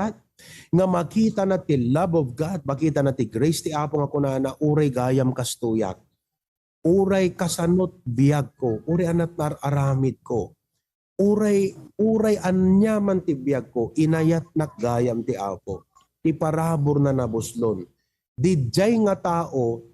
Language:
Iloko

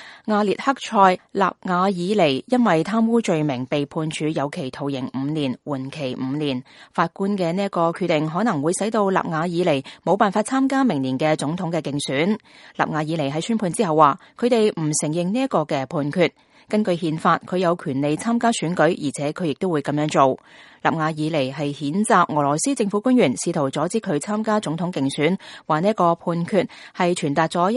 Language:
Cantonese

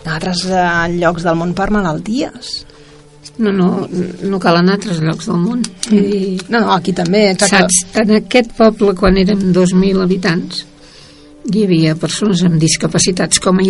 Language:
Catalan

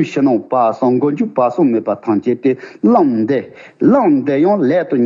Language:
Tibetan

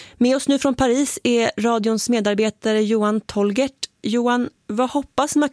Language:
Swedish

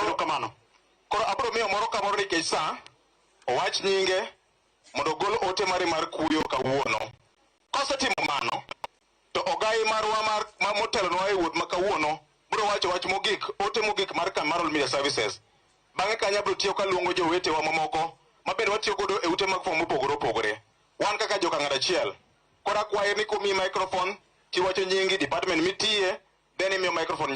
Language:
Luo (Kenya and Tanzania)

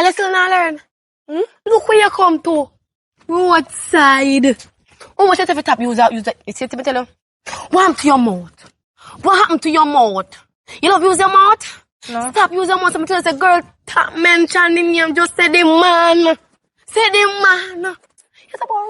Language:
Jamaican Creole English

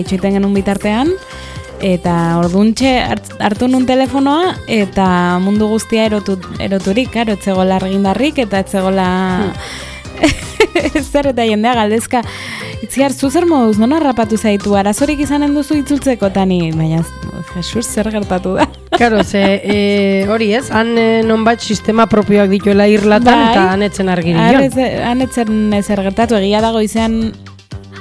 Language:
Basque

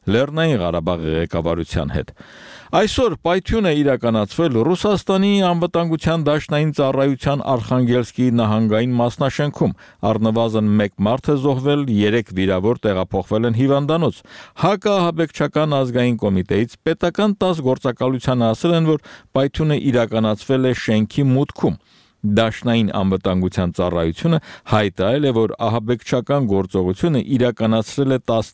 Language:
Armenian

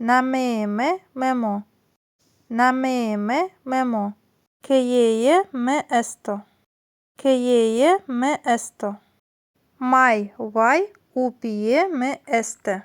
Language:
Zaza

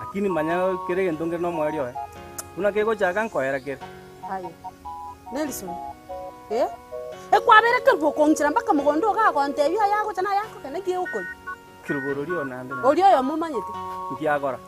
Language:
Gusii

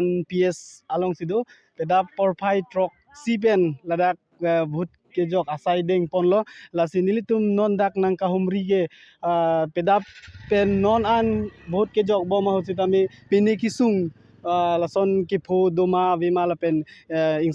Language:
Karbi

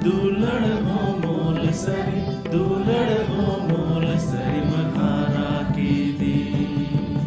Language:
Santali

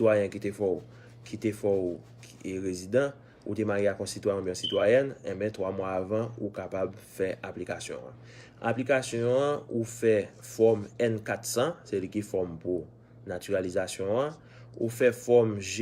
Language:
Haitian Creole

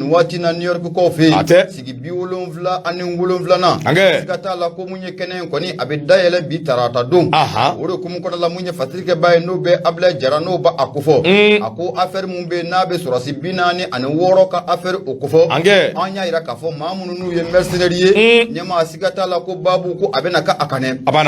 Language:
Bambara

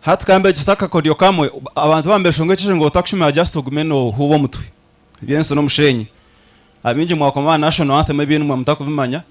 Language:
Nyankole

